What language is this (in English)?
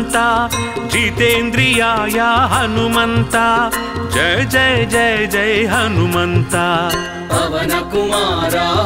Telugu